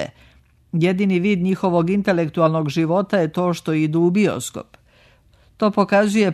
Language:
Serbian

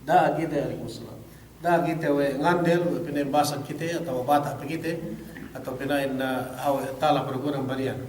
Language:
Yakan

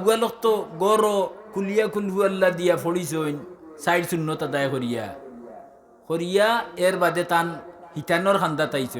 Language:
Sylheti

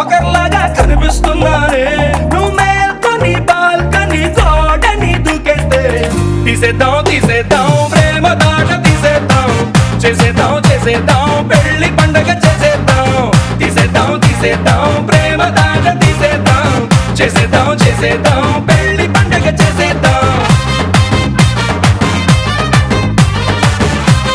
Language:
Telugu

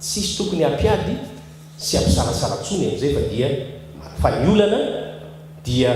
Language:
Malagasy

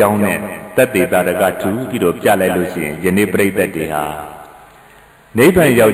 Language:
Burmese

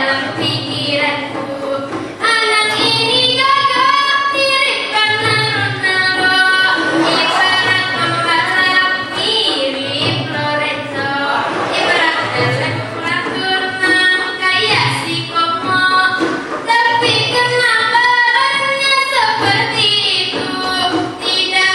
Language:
Banjar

